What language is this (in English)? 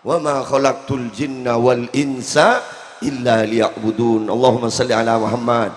Madurese